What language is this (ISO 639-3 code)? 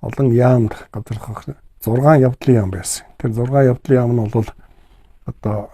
mon